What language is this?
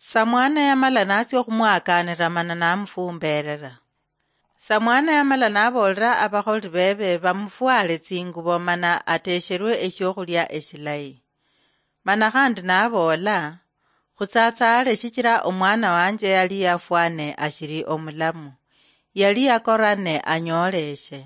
Luyia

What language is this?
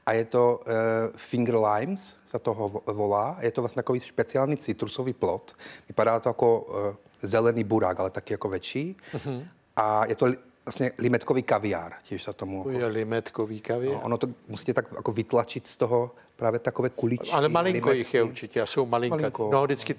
Czech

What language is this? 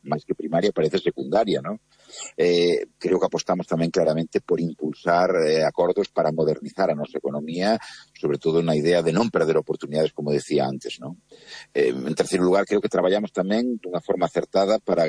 Galician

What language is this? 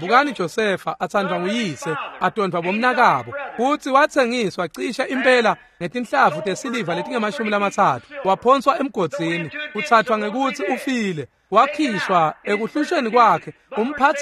Swati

